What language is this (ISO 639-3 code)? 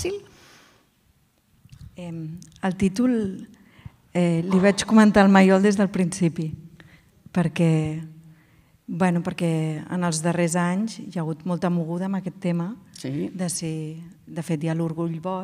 cat